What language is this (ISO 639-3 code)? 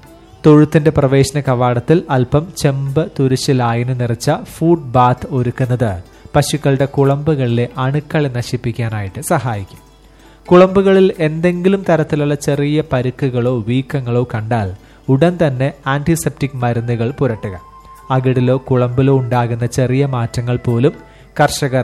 mal